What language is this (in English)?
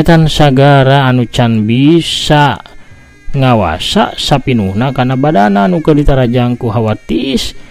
Sundanese